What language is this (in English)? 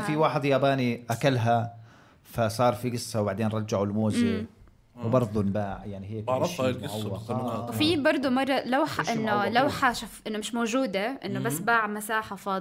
North Levantine Arabic